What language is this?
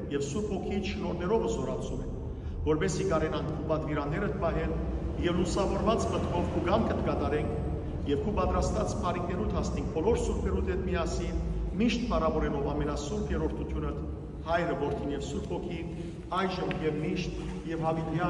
Western Armenian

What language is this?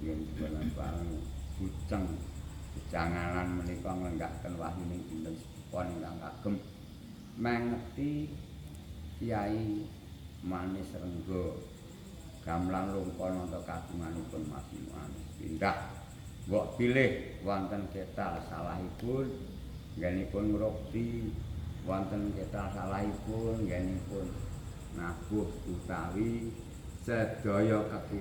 Javanese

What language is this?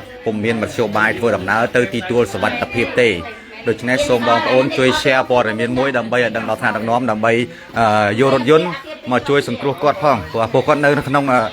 Khmer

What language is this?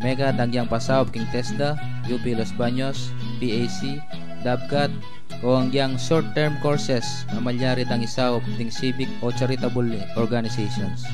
Pampanga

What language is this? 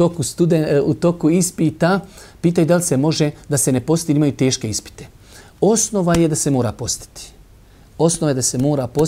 Bosnian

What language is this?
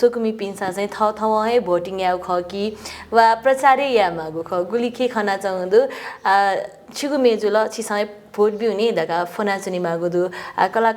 Newari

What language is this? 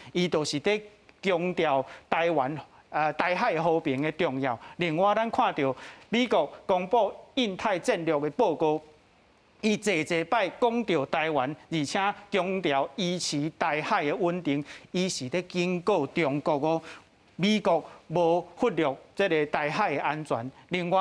Min Nan Chinese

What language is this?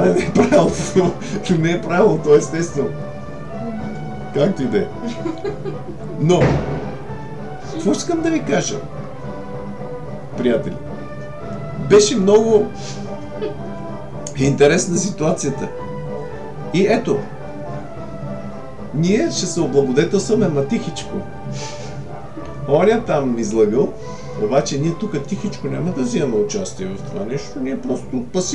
Bulgarian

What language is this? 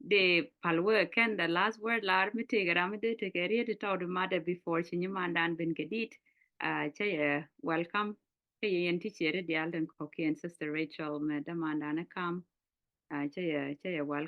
Nuer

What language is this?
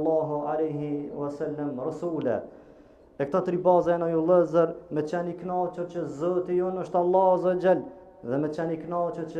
Albanian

